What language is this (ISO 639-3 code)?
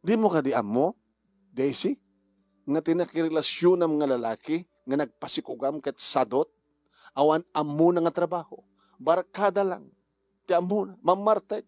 ilo